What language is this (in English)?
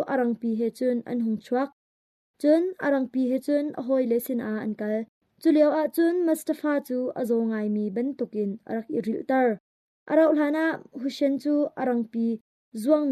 Hakha Chin